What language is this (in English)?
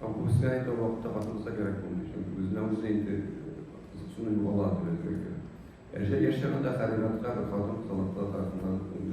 Tatar